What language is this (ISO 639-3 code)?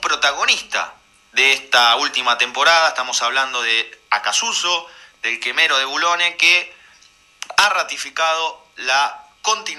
spa